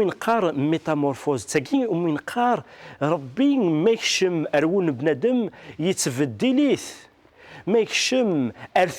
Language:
Kabyle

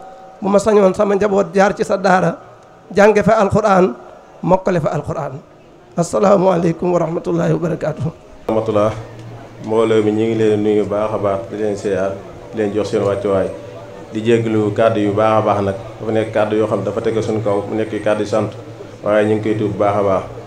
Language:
Wolof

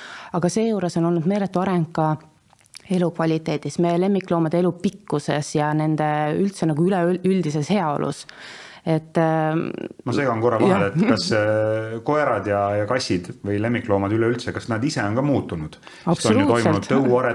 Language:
Estonian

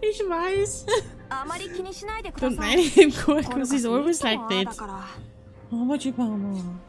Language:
Bavarian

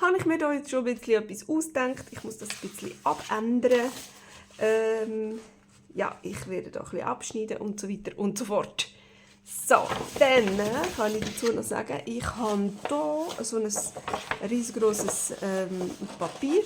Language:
Swiss German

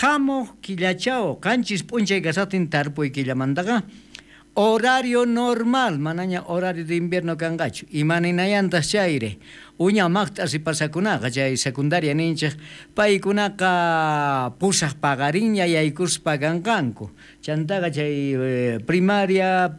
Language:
South Bolivian Quechua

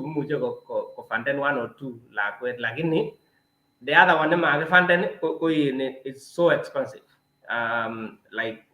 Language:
Kalenjin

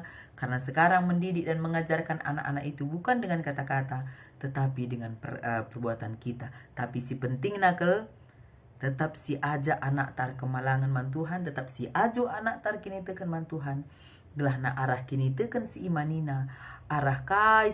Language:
Batak Karo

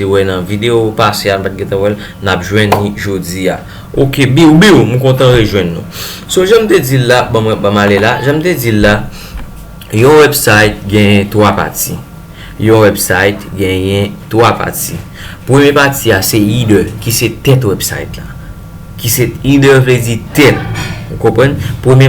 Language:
Haitian Creole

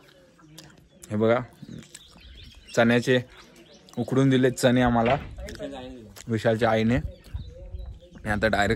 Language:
Marathi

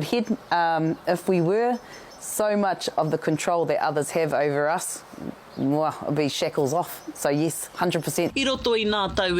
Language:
Māori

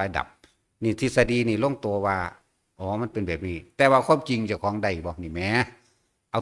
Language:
Northeastern Thai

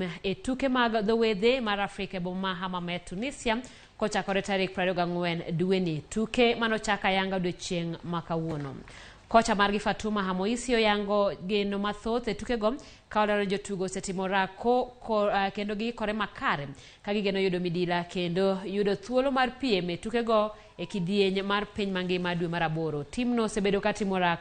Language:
Luo (Kenya and Tanzania)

